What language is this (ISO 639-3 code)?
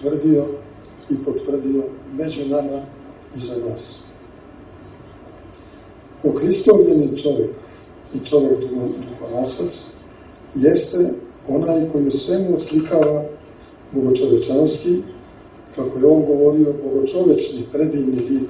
srp